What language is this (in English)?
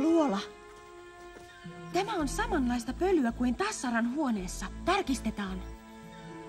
Finnish